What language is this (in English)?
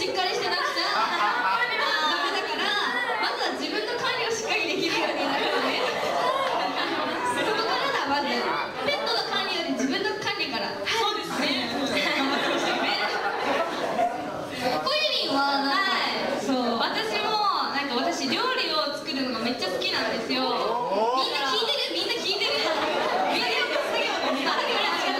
Japanese